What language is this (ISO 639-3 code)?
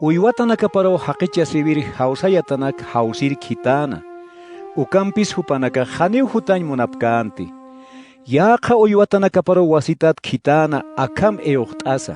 aym